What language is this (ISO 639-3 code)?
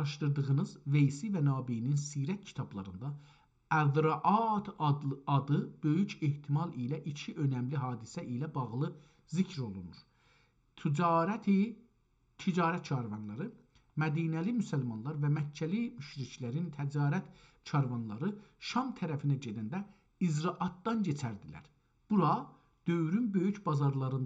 azb